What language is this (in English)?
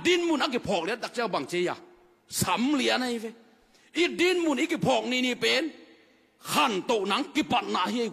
Tedim Chin